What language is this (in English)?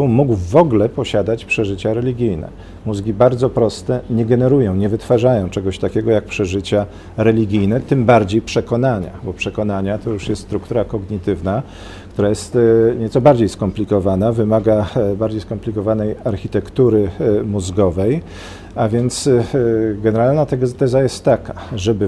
Polish